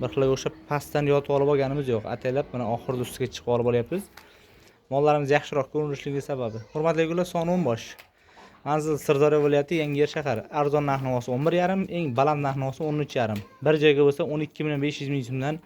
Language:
Uzbek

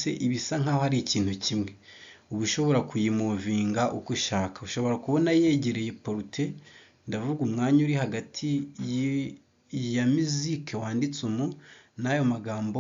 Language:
Kinyarwanda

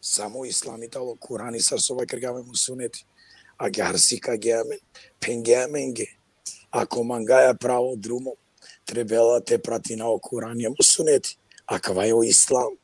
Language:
Balkan Romani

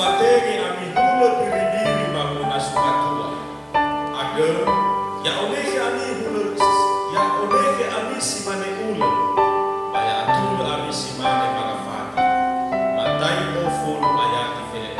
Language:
Nias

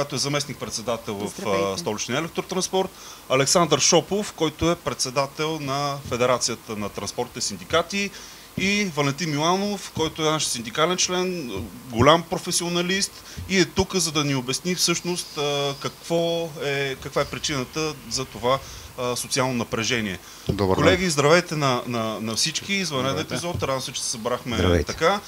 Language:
Bulgarian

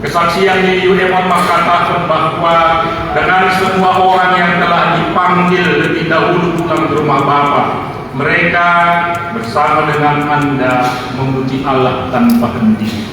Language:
Batak Simalungun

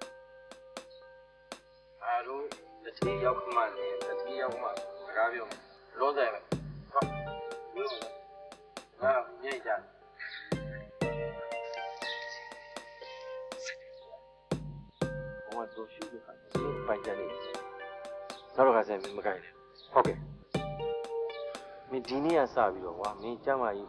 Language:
Burmese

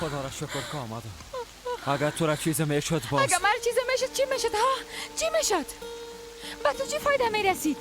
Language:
Persian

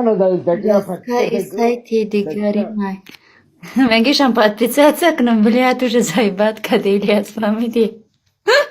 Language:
Tajik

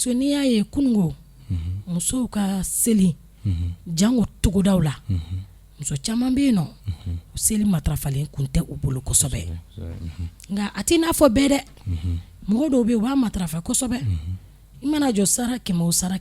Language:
Bambara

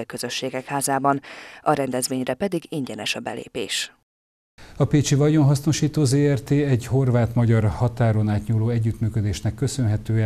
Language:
Hungarian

